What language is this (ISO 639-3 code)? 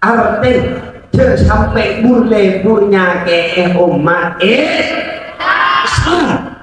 mad